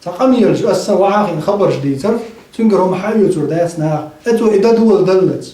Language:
Chechen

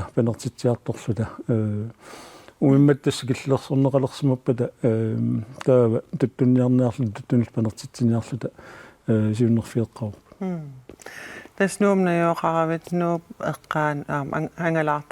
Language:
Kalaallisut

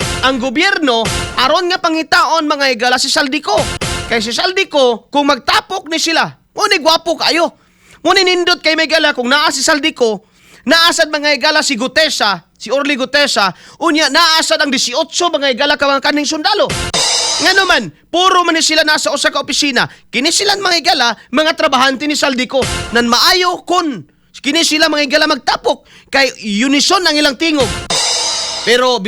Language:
Cebuano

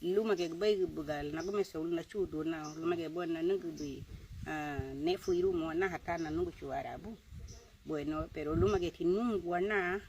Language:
Garifuna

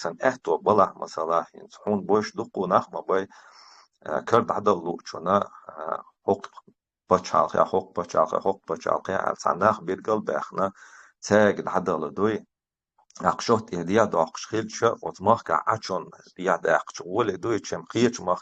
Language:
Chechen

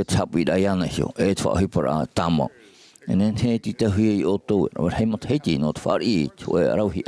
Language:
Tahitian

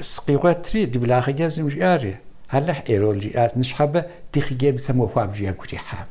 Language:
Kabardian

